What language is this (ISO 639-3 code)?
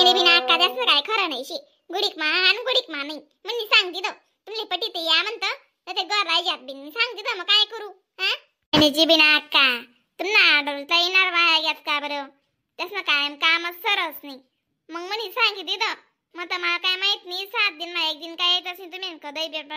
khn